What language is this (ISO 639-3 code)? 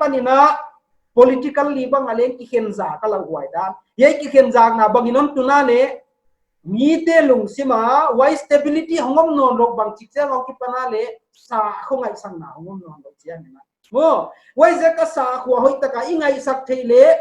pck